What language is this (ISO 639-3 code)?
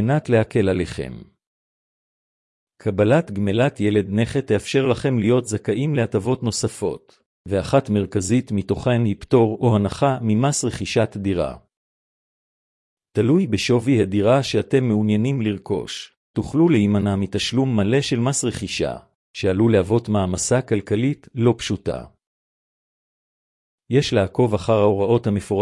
heb